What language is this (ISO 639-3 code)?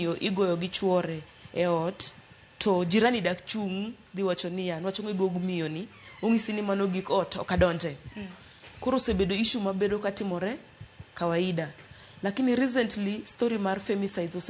luo